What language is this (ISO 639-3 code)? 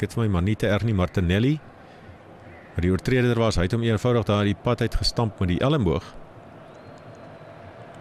afr